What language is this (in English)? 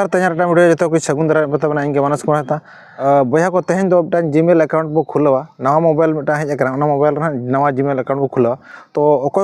Santali